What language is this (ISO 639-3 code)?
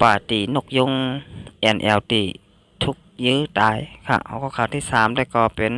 shn